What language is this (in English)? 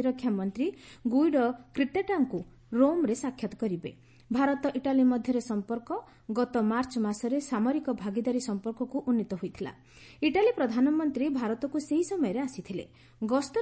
Odia